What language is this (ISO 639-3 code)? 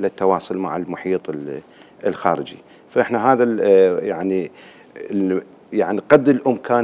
acm